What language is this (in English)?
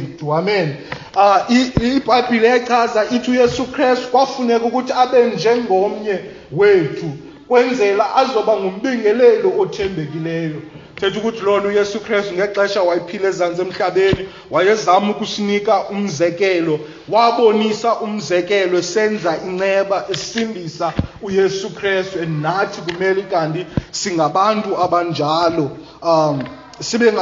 Xhosa